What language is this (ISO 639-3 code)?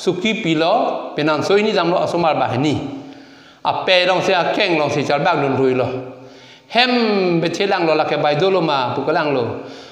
mjw